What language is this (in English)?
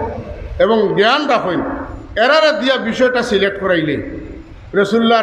Sylheti